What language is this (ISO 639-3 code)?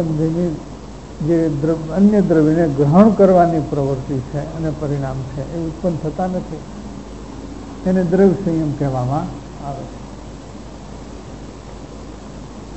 guj